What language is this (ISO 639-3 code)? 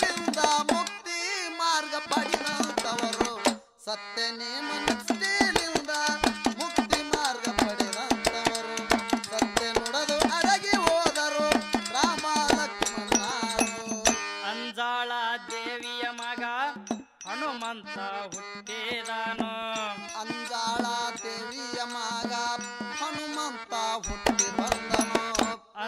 kan